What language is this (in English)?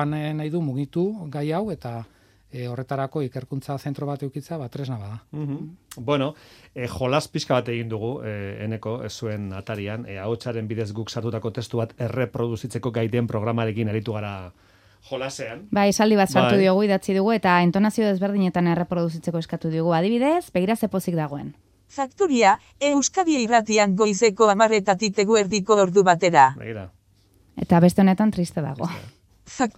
Basque